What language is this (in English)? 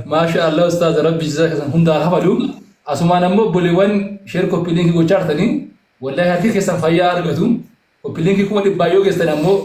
Oromo